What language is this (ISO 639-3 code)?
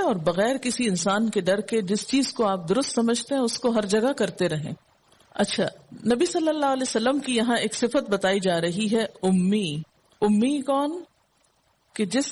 urd